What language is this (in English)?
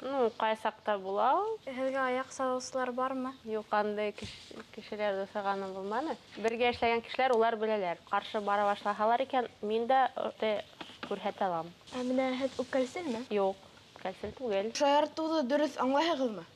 Bashkir